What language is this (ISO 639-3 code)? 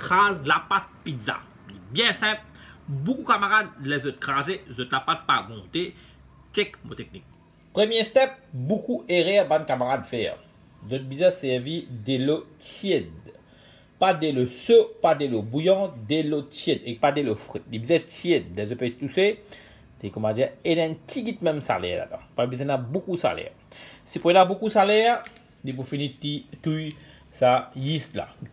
mfe